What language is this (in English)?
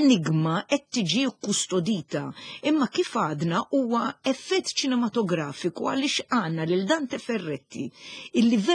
Maltese